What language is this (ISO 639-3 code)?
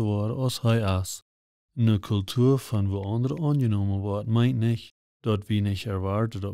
pdt